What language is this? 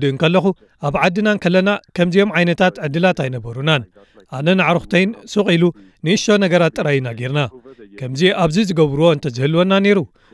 Tigrinya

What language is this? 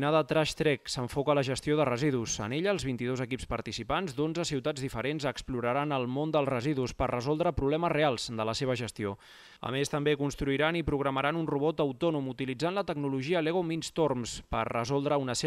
Catalan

